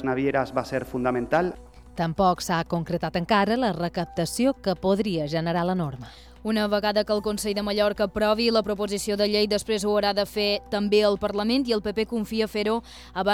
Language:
Catalan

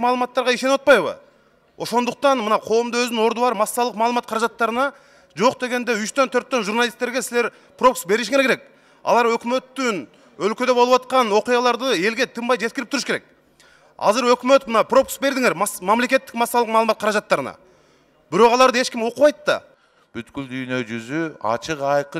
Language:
Kyrgyz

